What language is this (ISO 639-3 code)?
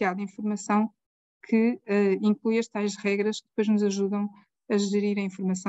por